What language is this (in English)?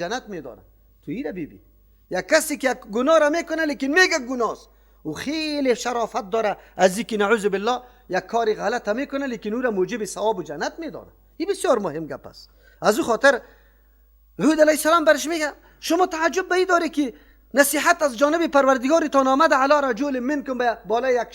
Persian